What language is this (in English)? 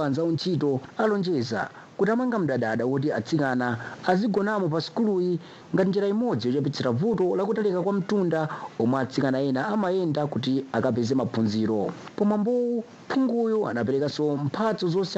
Nyanja